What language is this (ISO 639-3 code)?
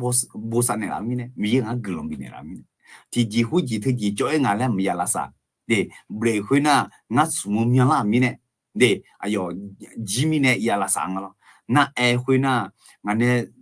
ahk